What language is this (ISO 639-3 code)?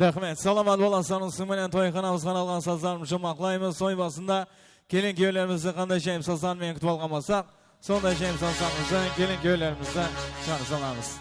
kaa